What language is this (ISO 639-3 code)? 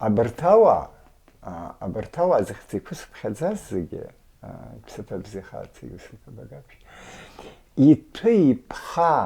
abk